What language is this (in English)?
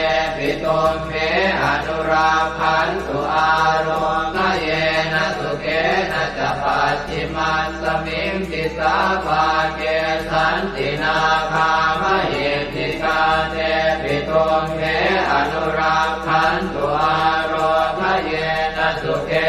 Pali